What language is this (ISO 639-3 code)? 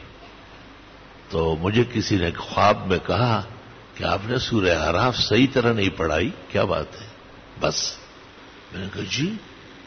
urd